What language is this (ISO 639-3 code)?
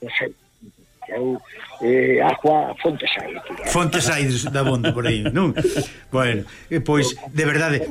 glg